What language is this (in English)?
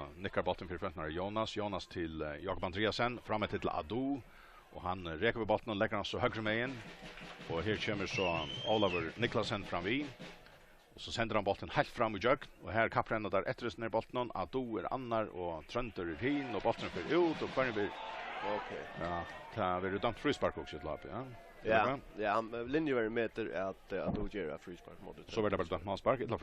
Faroese